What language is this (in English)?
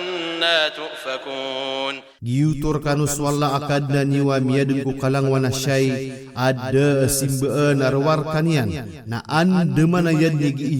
Maranao